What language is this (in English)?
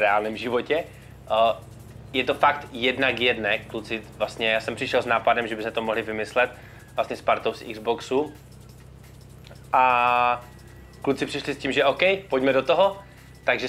Czech